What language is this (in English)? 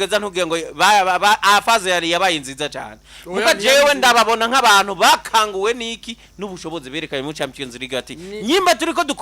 Rundi